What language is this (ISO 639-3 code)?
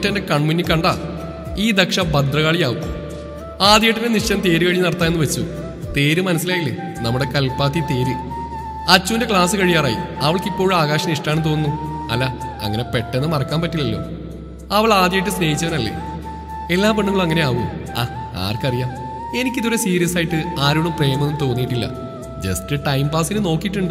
mal